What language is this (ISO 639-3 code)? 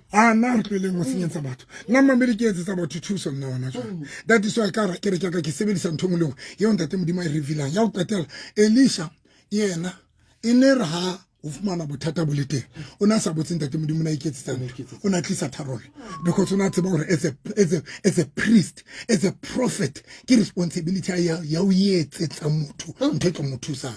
sot